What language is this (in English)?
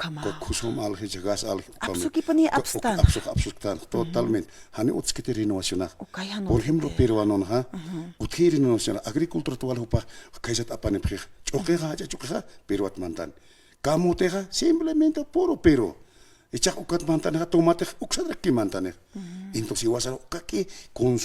Aymara